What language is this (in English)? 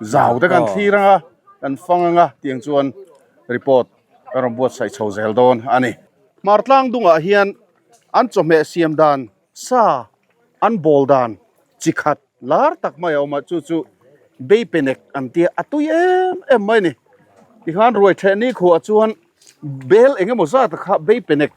Mizo